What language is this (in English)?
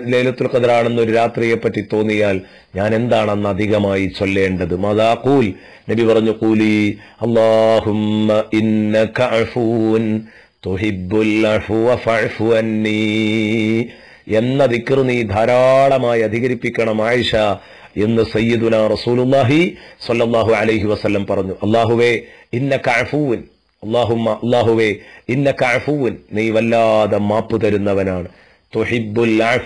Malayalam